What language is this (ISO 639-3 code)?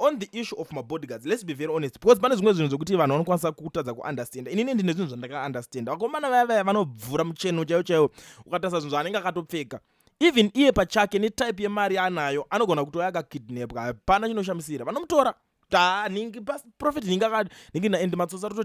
sna